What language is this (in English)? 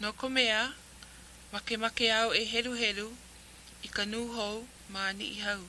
Hawaiian